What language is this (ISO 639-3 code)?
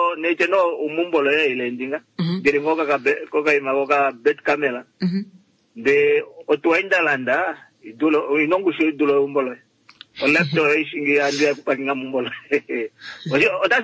kua